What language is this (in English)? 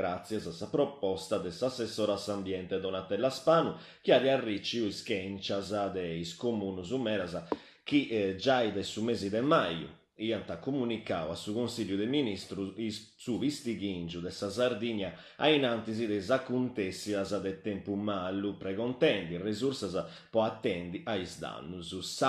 Sardinian